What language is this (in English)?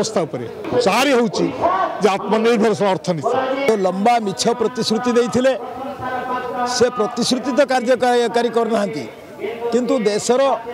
Odia